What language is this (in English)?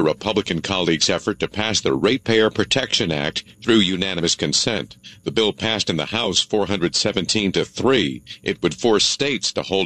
English